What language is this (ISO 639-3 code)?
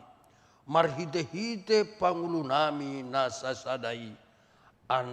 bbc